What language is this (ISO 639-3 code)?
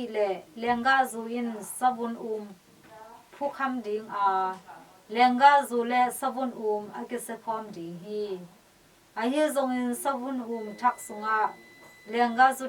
ctd